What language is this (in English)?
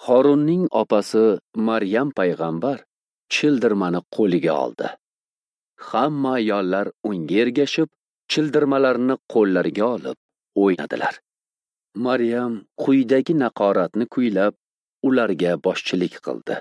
Uzbek